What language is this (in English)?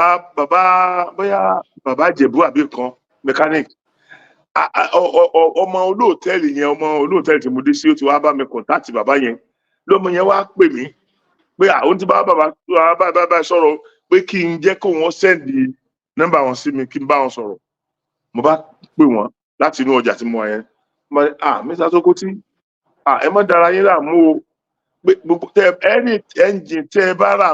Yoruba